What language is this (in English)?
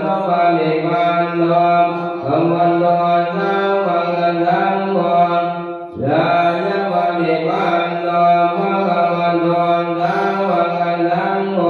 Pali